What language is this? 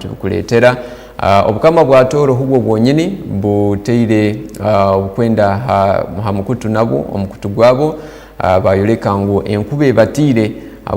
Tooro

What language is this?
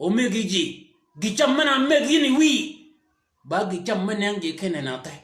Shilluk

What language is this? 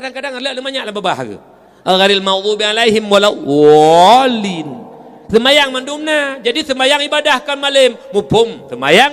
Achinese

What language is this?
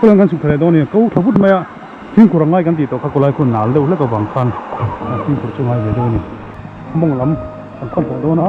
Mizo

